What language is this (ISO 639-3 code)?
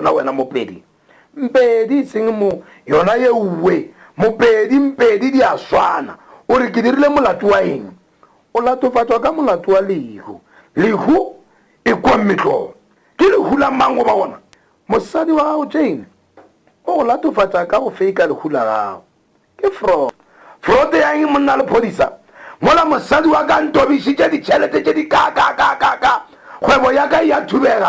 nso